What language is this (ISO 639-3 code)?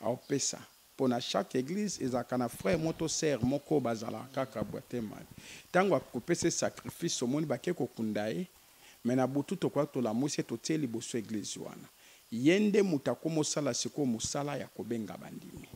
lin